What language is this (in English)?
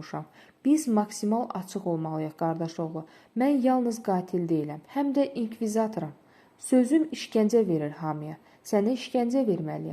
Azerbaijani